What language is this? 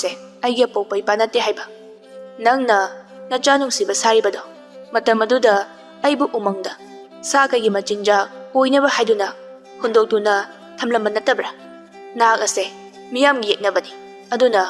Manipuri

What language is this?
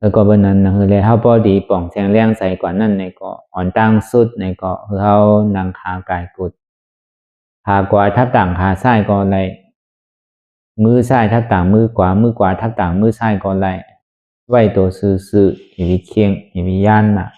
Shan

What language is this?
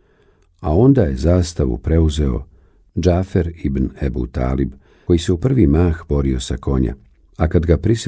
Bosnian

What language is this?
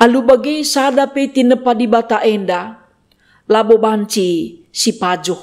Batak Karo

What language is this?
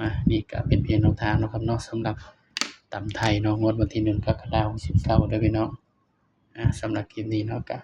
Northeastern Thai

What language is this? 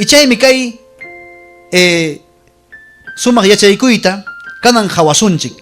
Ayacucho Quechua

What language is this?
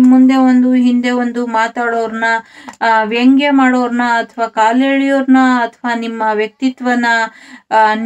Kannada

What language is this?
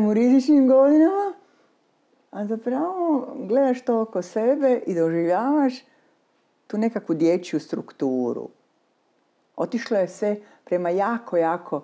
Croatian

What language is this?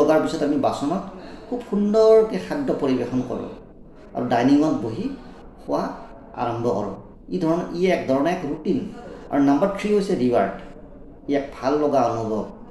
Assamese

